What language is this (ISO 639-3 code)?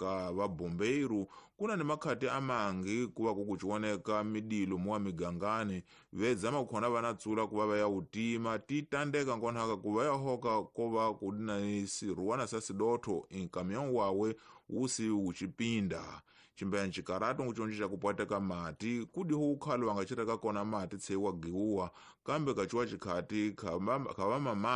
tso